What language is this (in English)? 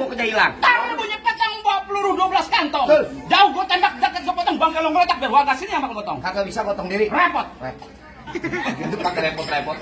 Betawi